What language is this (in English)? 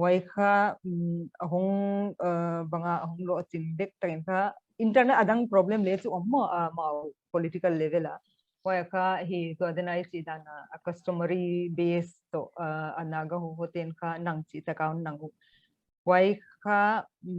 Paite Chin